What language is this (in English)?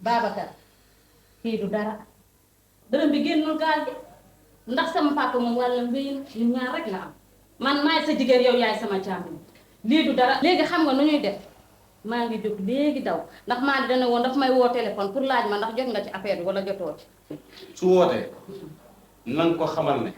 Wolof